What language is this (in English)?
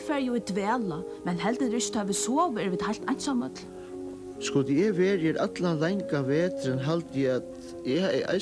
Faroese